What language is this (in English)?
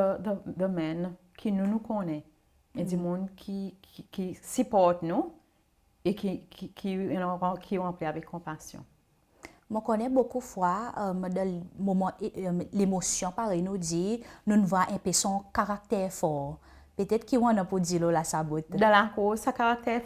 Seselwa Creole French